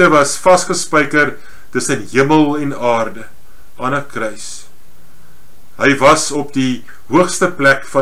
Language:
Afrikaans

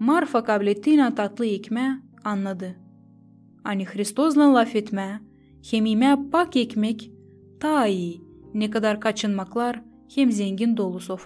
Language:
Gagauz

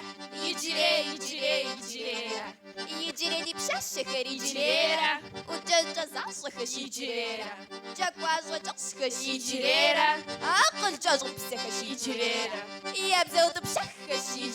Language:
Kabardian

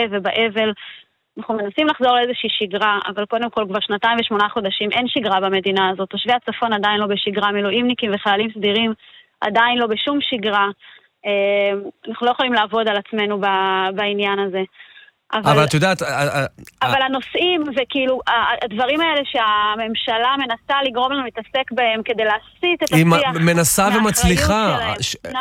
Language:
Hebrew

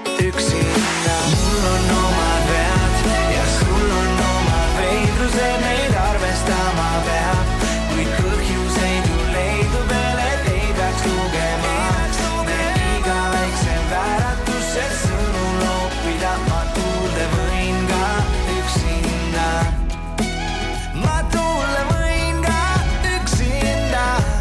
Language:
Estonian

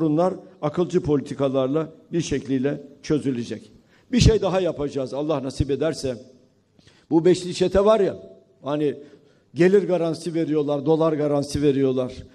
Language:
Turkish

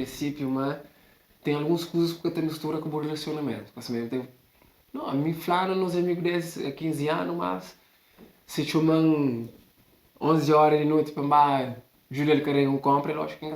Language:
Kabuverdianu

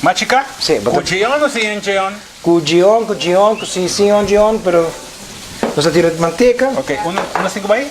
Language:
Papiamento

